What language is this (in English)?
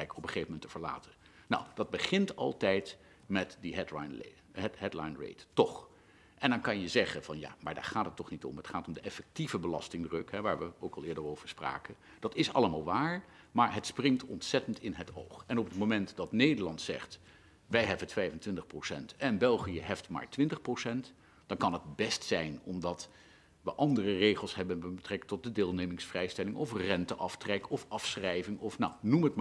Dutch